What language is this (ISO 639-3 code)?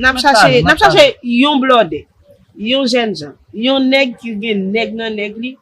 hat